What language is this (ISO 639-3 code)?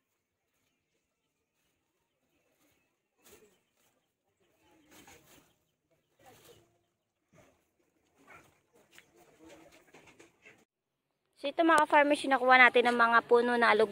fil